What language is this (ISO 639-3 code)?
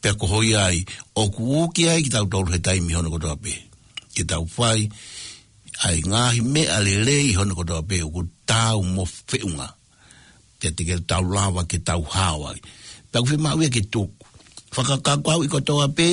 ton